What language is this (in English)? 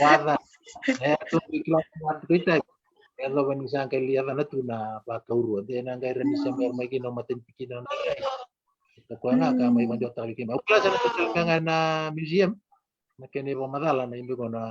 Fijian